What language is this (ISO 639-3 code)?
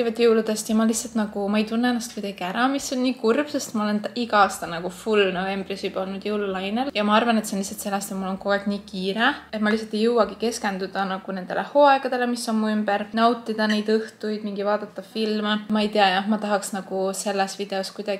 est